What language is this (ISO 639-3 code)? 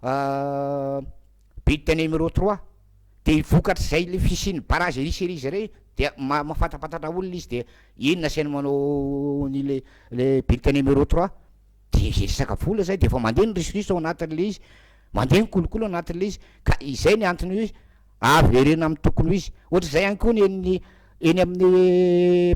mlg